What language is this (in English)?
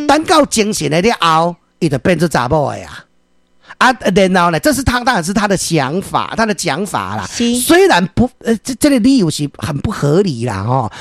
Min Nan Chinese